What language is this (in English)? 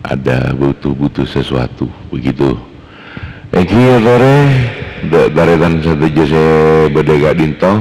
Madurese